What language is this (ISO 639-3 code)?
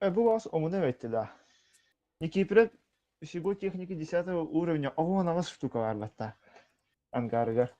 sah